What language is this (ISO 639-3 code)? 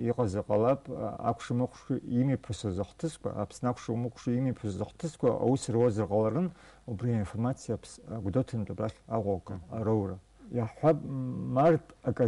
abk